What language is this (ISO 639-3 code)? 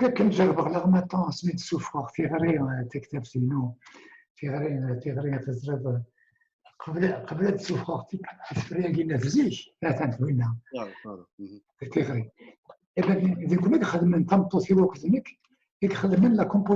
kab